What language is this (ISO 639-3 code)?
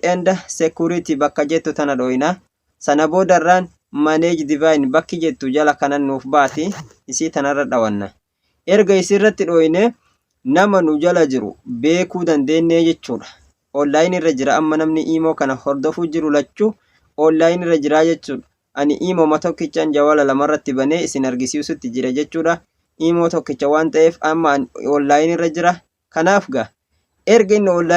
orm